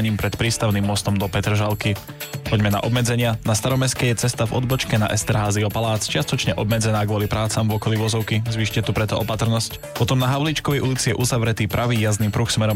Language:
Slovak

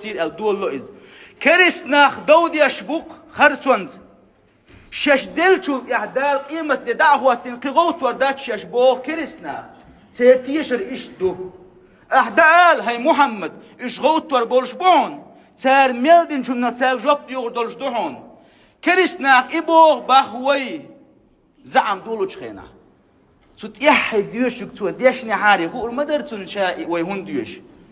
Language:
Chechen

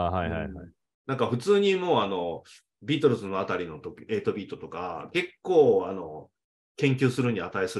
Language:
Japanese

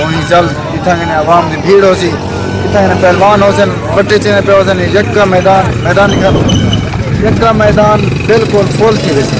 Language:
Saraiki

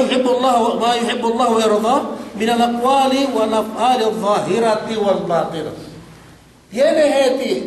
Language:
Yakan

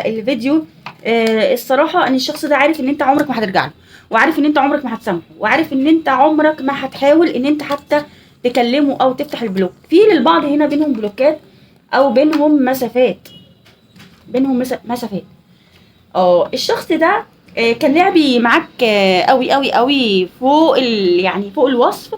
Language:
Egyptian Arabic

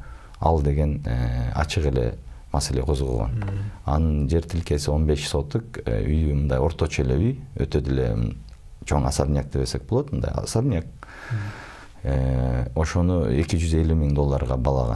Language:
Kyrgyz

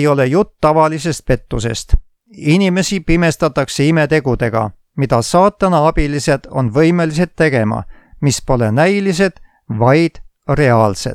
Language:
Estonian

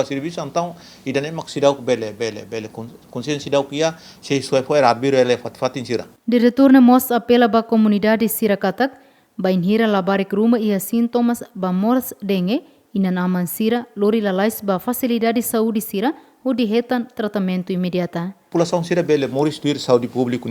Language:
Tetum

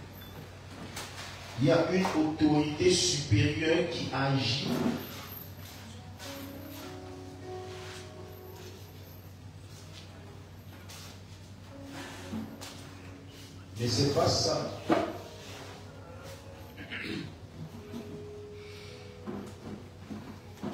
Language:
French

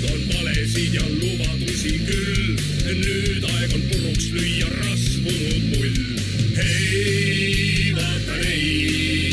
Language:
Estonian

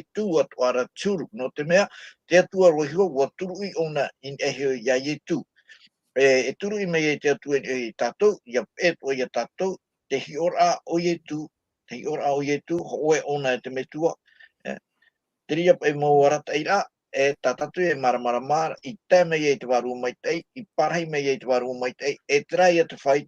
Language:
Tahitian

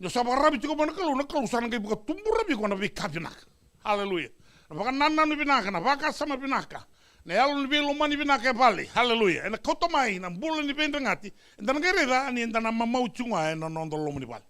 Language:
Fijian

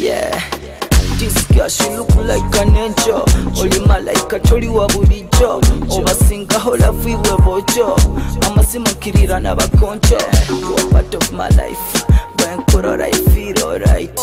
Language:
Nyoro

